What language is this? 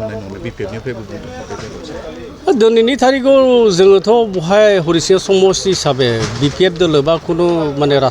Bodo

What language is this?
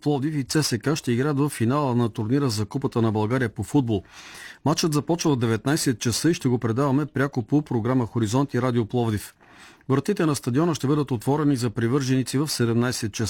Bulgarian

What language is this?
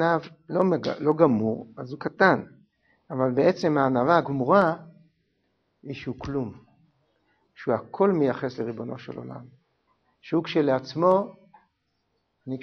Hebrew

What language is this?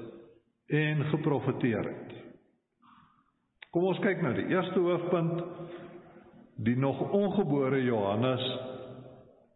Afrikaans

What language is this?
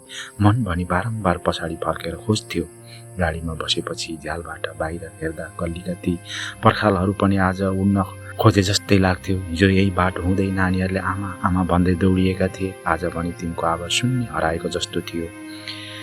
Nepali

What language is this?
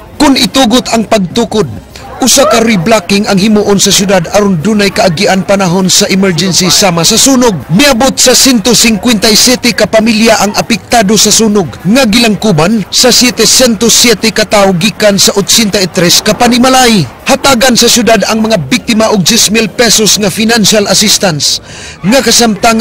Cebuano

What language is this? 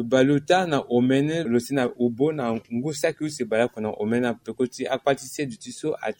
Sango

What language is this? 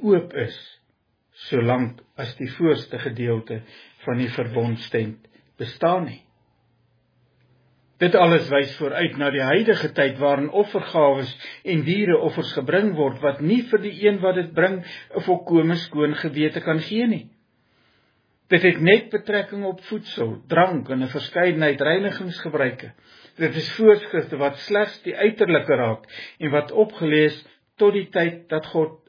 Afrikaans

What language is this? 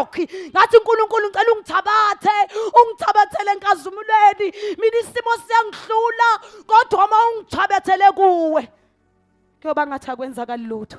Zulu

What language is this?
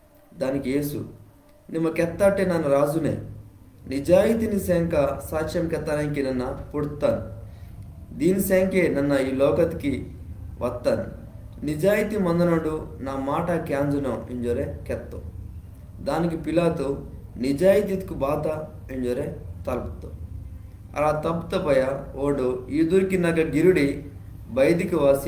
Koya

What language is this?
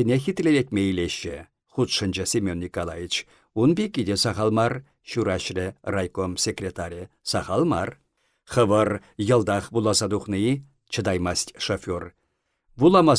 Chuvash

